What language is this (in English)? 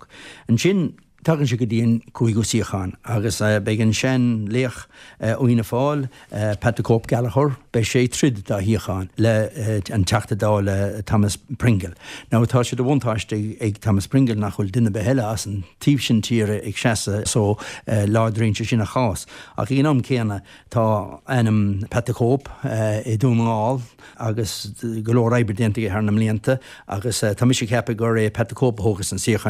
Irish